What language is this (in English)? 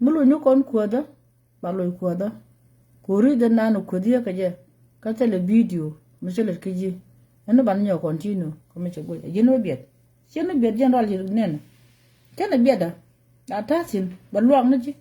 Nuer